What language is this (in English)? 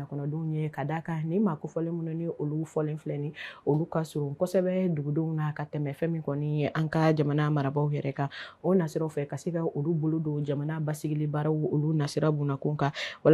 Bambara